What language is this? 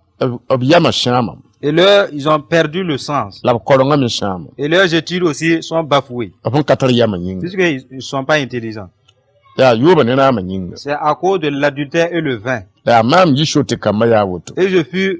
Mossi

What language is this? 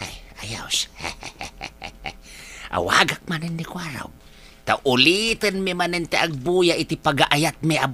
Iloko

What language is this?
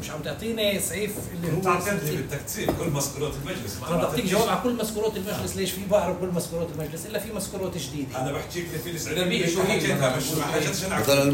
North Levantine Arabic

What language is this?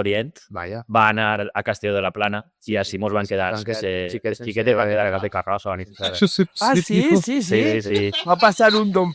Catalan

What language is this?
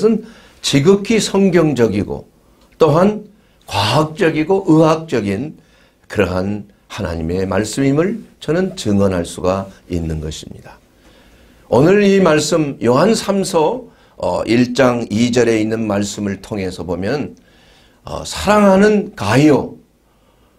Korean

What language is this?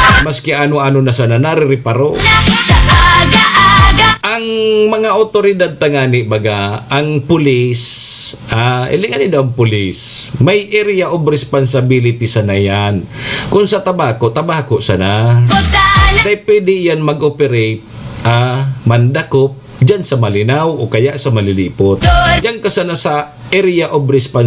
Bikol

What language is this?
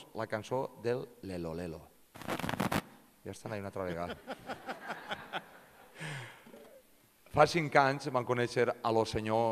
Catalan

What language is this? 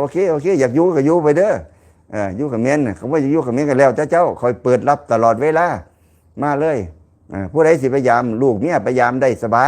Lao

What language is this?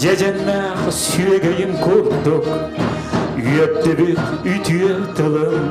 Yakut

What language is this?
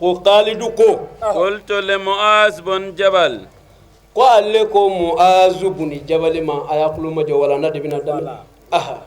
Bambara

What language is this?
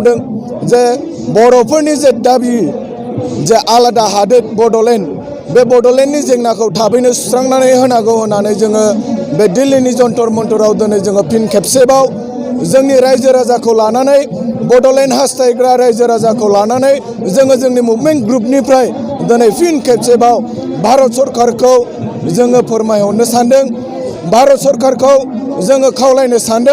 Bodo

